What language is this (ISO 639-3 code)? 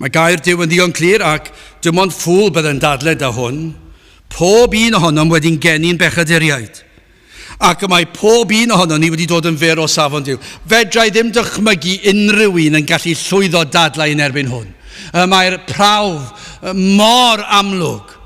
cym